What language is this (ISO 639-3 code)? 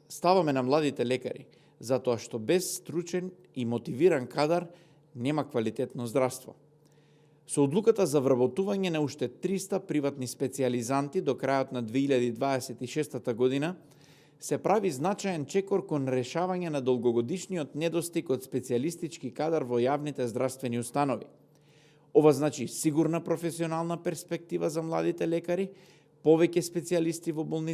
mkd